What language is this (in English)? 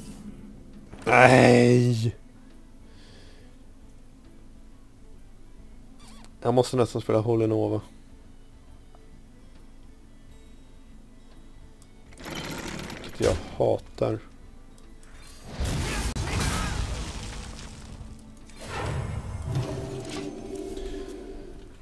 Swedish